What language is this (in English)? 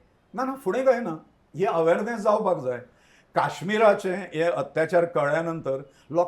Konkani